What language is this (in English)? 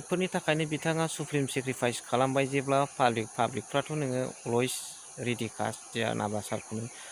Bodo